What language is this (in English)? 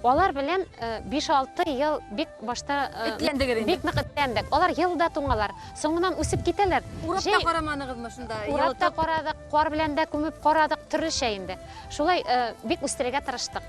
Bashkir